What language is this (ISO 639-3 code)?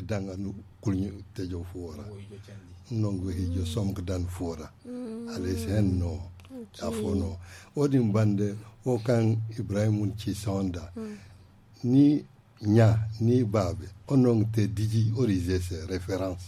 dje